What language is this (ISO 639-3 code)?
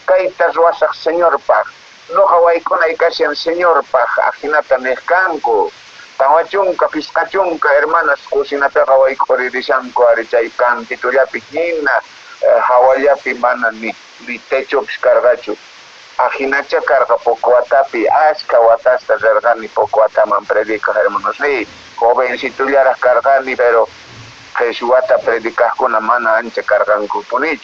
que